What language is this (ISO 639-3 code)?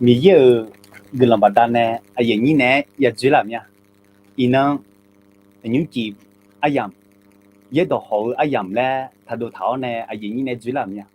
ahk